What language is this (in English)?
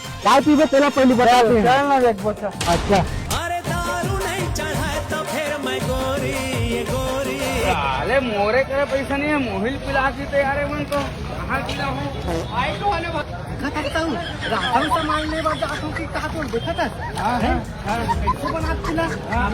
Chhattisgarhi